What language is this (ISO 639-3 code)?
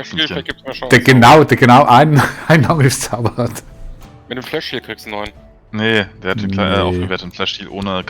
gsw